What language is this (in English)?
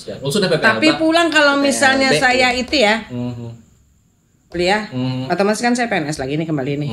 Banjar